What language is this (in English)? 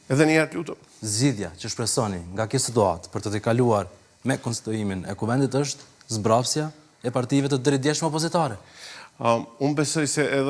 Albanian